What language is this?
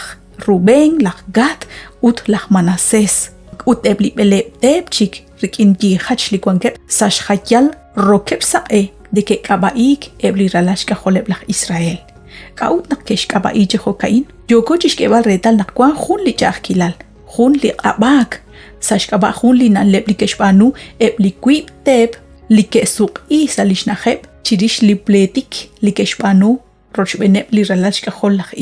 Kekchí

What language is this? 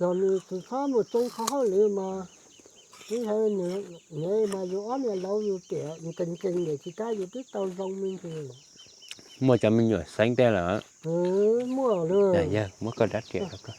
Hmong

